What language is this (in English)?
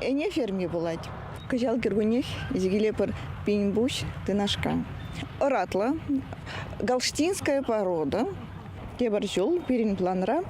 Chuvash